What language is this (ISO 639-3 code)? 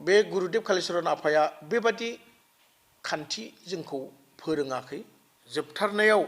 brx